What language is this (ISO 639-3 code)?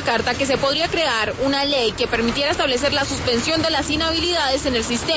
spa